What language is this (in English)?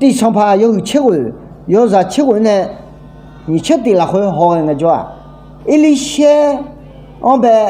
Akha